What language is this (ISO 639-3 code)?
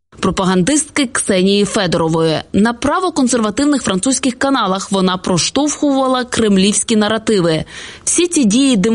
ukr